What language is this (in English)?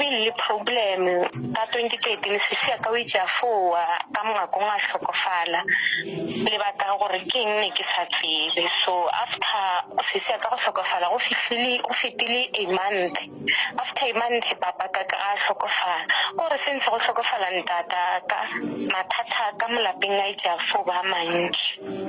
Northern Sotho